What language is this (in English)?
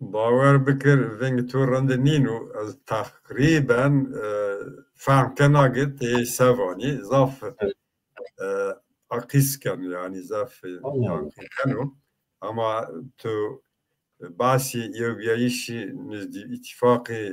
Zaza